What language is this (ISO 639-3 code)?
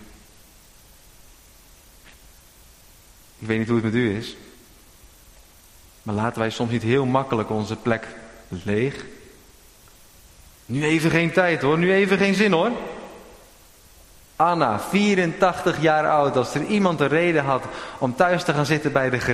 nld